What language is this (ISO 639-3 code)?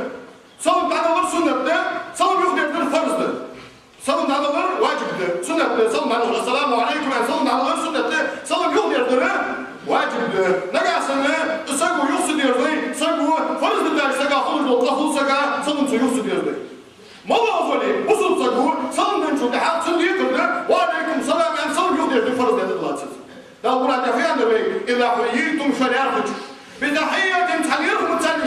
inh